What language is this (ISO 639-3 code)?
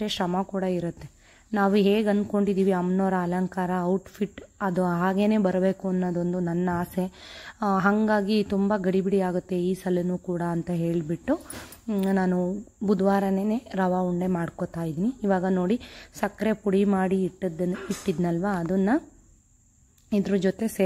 kan